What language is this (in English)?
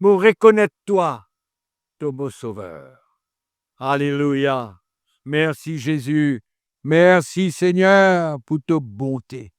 Morisyen